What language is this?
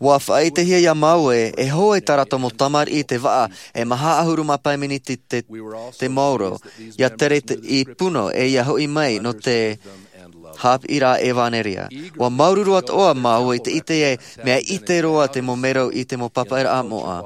Tahitian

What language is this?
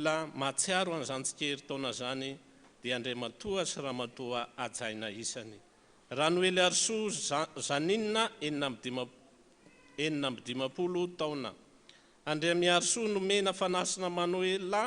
Malagasy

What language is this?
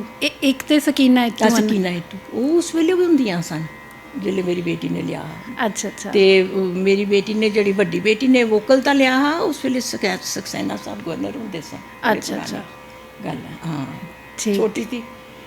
Dogri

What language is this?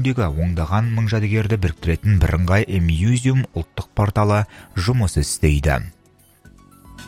Kazakh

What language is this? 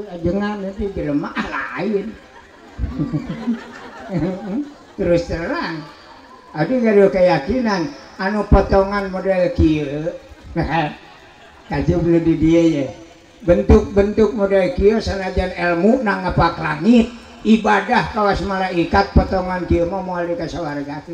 Sundanese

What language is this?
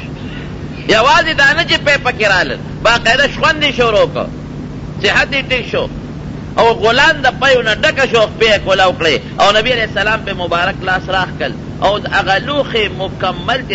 Pashto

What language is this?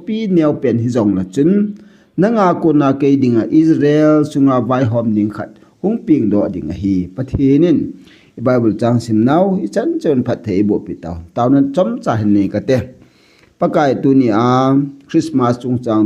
Thado Chin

